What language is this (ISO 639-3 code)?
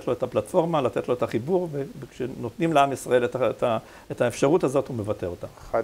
heb